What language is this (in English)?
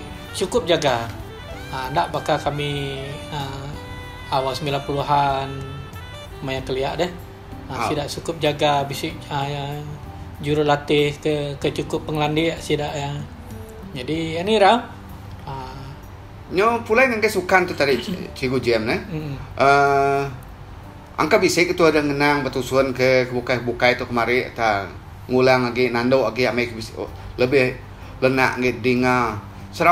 Iban